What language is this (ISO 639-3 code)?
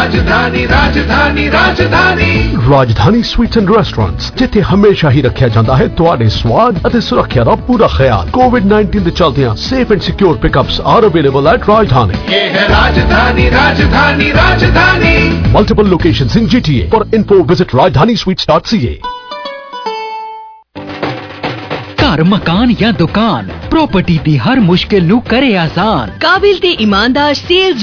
pan